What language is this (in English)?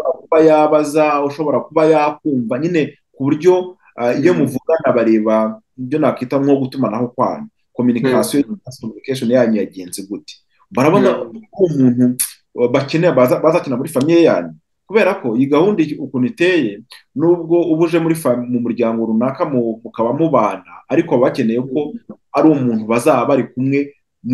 Kinyarwanda